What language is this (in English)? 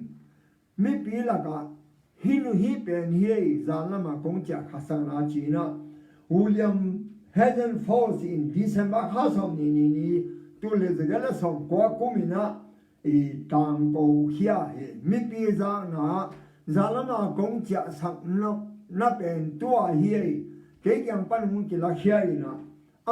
Tedim Chin